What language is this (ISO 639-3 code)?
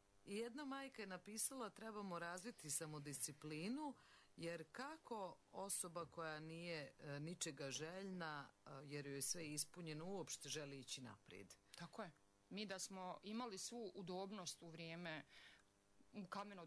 bos